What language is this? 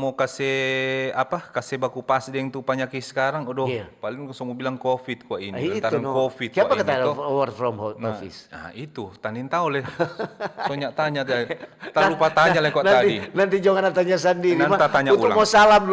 Manado Malay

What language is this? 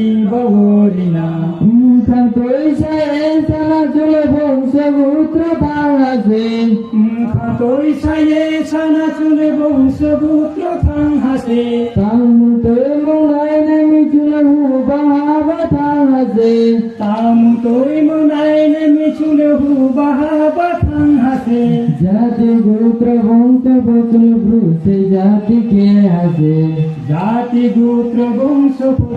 Riang (India)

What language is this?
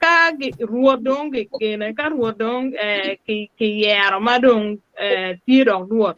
Acoli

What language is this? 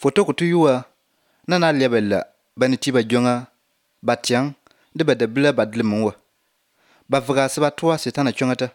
Croatian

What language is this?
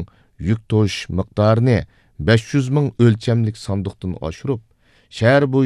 Uyghur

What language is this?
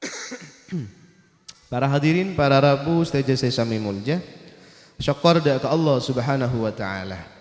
Madurese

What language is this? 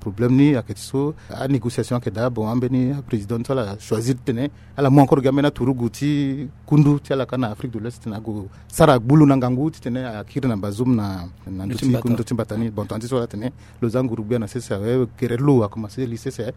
Sango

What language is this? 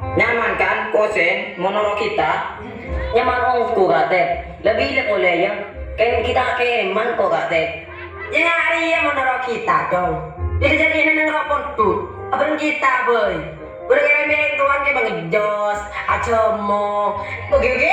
Madurese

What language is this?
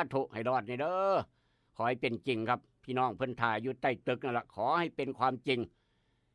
Northeastern Thai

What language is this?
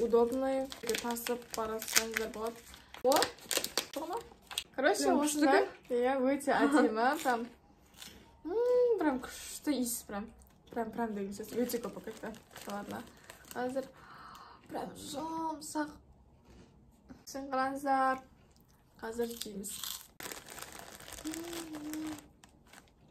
Kazakh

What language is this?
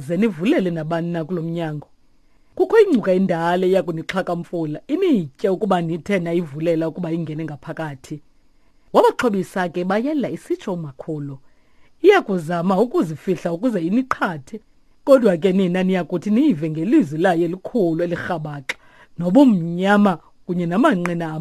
Xhosa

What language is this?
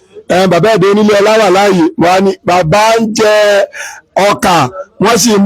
Yoruba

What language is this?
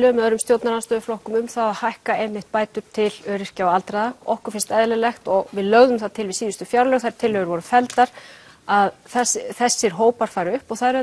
Icelandic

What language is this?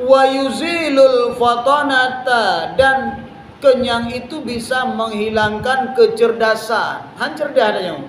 Achinese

